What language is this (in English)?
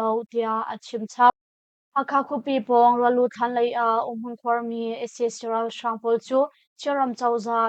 Hakha Chin